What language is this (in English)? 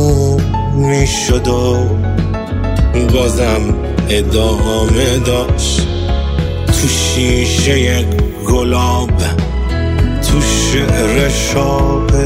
Persian